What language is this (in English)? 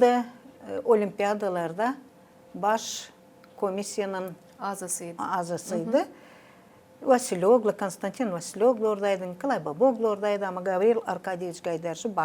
Gagauz